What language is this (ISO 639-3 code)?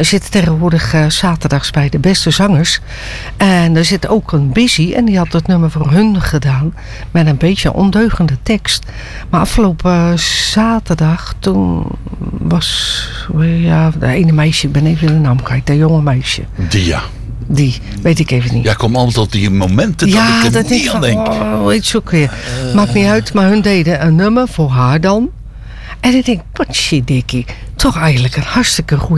nld